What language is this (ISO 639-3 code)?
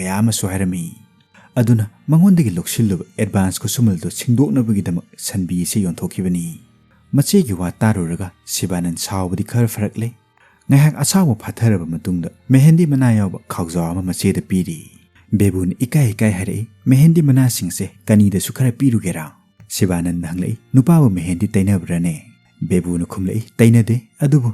mni